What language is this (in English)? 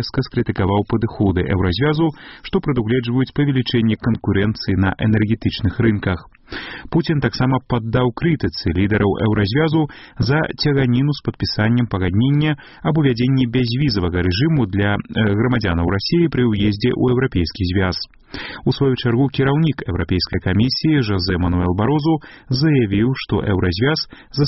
Belarusian